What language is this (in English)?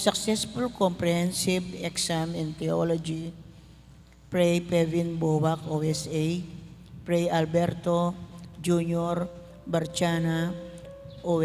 Pampanga